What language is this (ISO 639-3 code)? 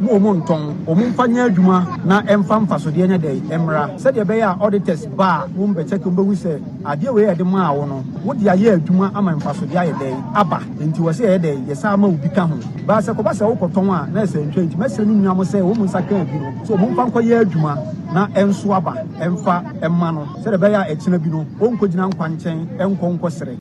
aka